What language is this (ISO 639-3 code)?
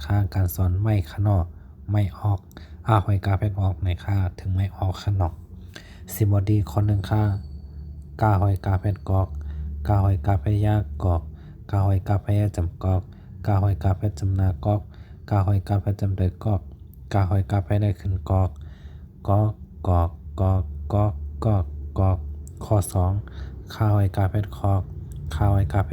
shn